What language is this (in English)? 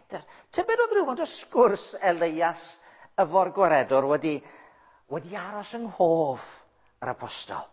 Welsh